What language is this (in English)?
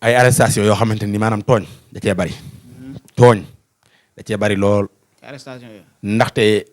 Wolof